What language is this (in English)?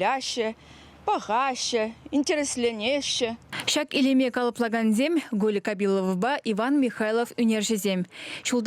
Chuvash